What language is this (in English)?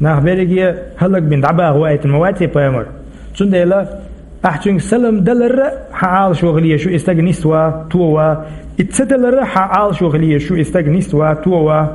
Chechen